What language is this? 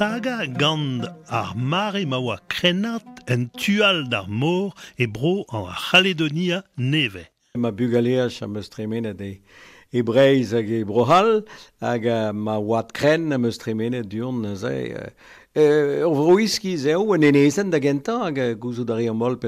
Breton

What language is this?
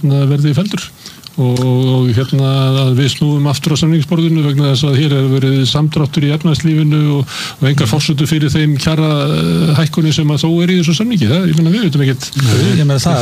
Icelandic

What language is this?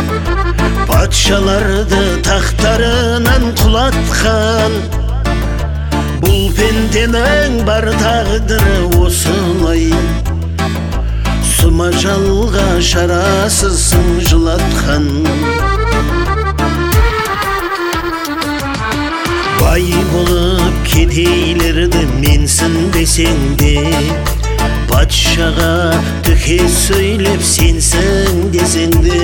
Kazakh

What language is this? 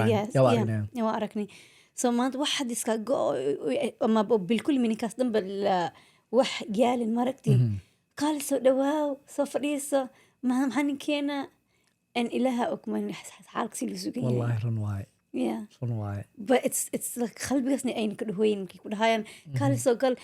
Somali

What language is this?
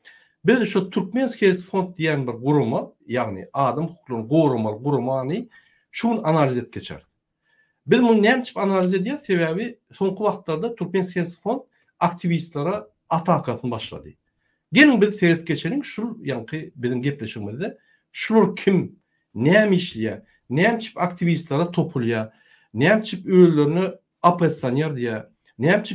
Turkmen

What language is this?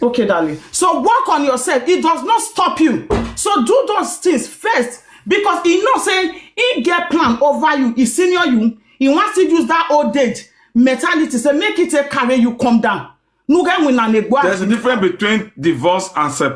Nigerian Pidgin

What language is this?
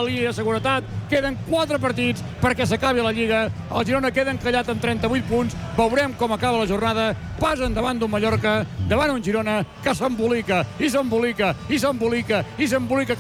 Catalan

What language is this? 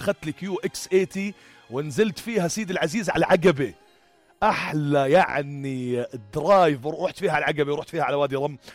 North Levantine Arabic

